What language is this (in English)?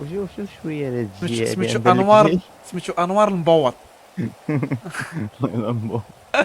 Moroccan Arabic